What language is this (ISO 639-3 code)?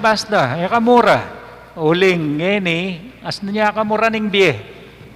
pam